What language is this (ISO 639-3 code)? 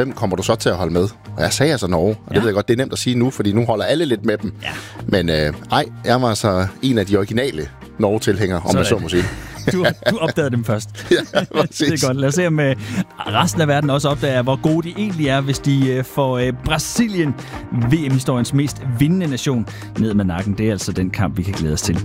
dan